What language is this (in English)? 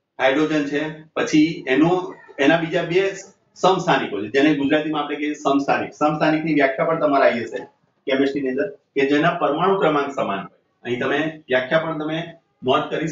Gujarati